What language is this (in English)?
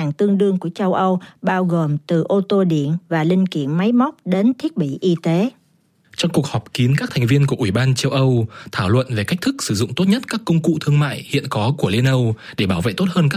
Vietnamese